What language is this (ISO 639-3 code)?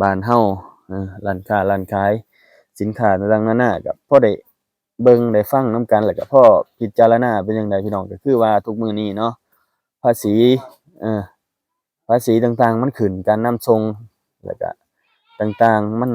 lao